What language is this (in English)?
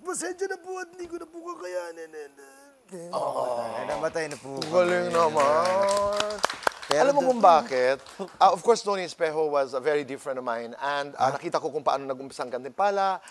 Filipino